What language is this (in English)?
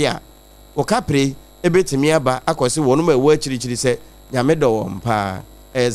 Akan